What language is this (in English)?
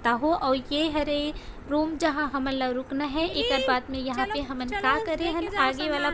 Chhattisgarhi